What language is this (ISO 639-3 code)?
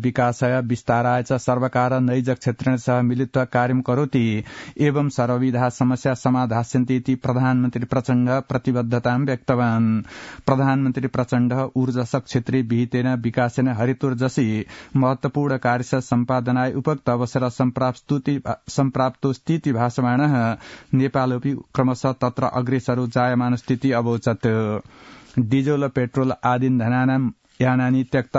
san